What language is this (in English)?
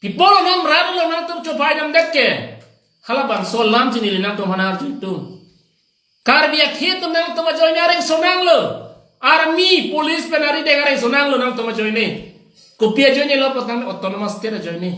Karbi